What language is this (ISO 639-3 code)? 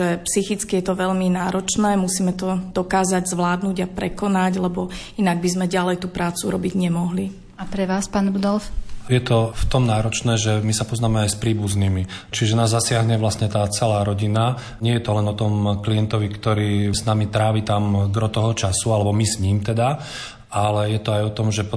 slk